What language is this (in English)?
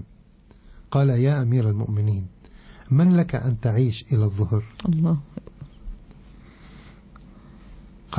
Arabic